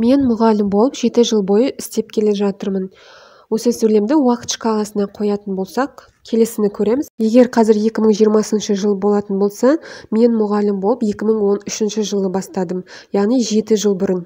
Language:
Kazakh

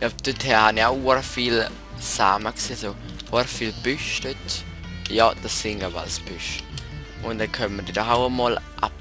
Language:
Swiss German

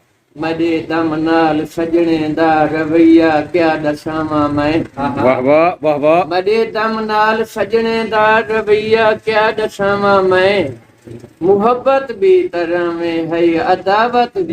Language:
Saraiki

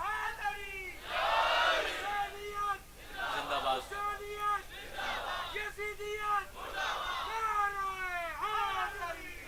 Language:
Pahari-Potwari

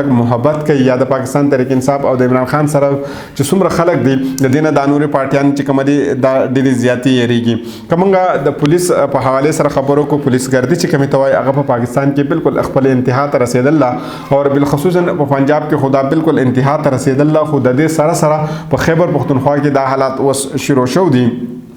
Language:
Pashto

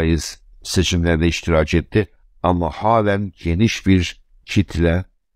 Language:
South Azerbaijani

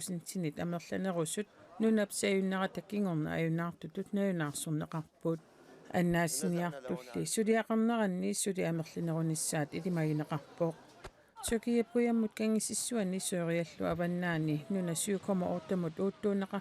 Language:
Kalaallisut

